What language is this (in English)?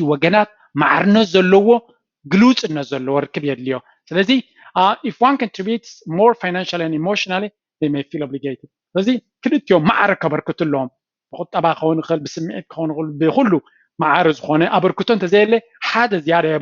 Tigrinya